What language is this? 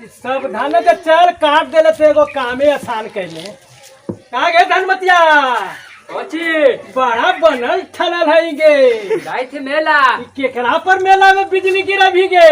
Magahi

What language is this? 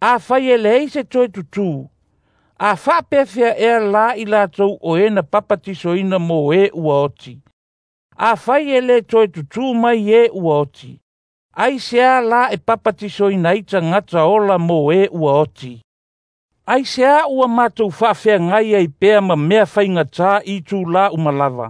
Samoan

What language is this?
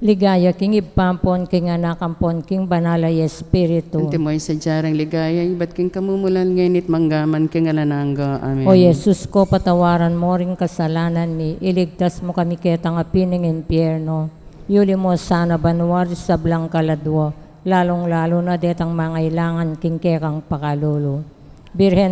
Pampanga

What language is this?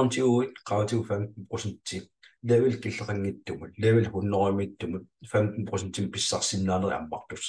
Kalaallisut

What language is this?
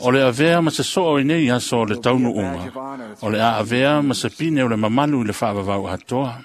Samoan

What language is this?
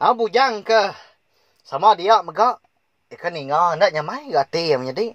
Iban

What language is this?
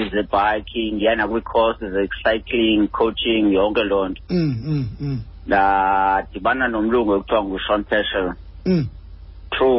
Xhosa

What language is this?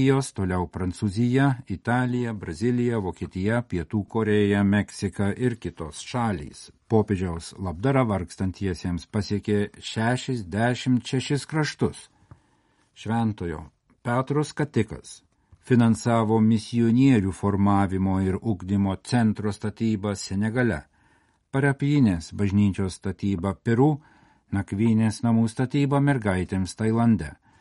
Lithuanian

